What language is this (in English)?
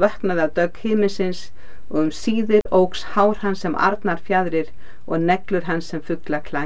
Icelandic